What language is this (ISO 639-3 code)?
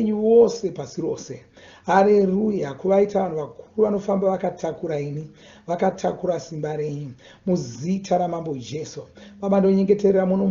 sna